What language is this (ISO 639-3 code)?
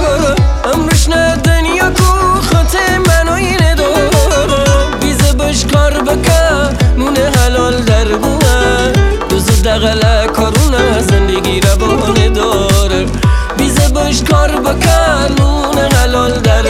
fas